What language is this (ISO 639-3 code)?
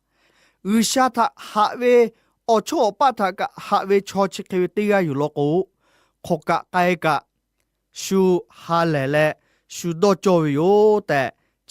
lhu